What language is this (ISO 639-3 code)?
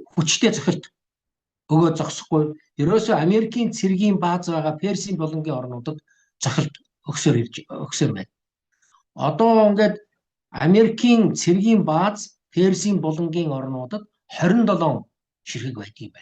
mon